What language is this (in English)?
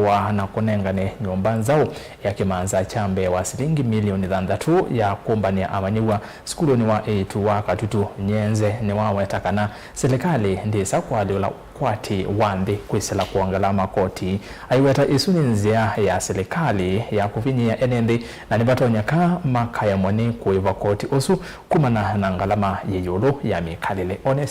Kamba